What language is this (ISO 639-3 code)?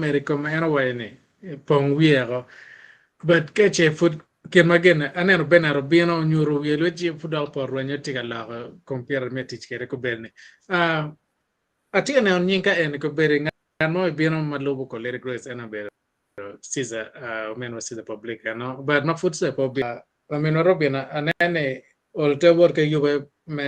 ach